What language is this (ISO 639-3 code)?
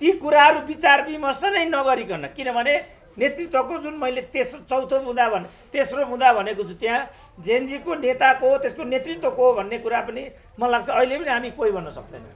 nep